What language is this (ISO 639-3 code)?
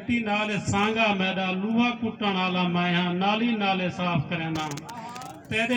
skr